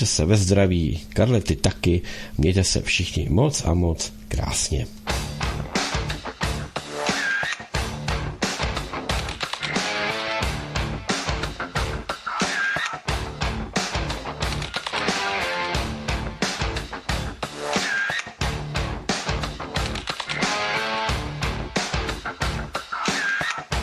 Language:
Czech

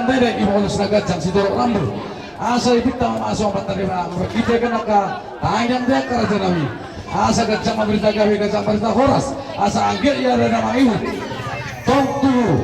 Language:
Batak Toba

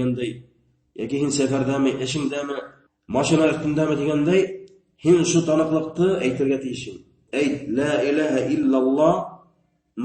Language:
Bashkir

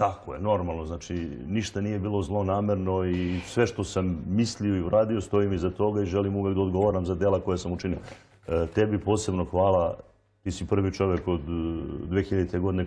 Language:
Serbian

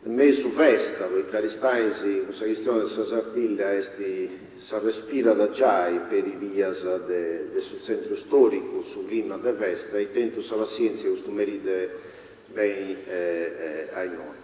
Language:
Sardinian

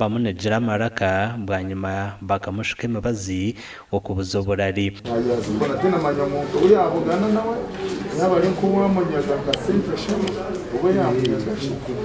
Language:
Nyankole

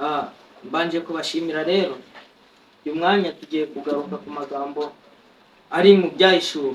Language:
Kinyarwanda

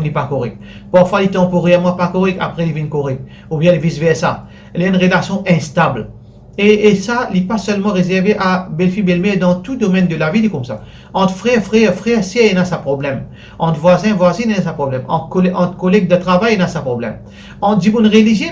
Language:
Morisyen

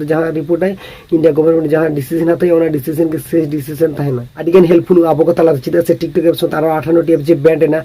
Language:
Santali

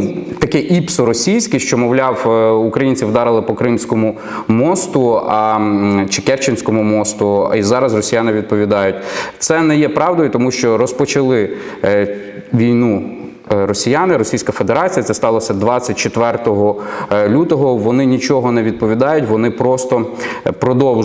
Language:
Ukrainian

